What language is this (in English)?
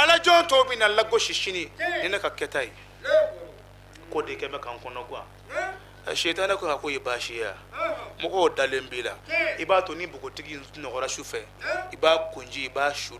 Bambara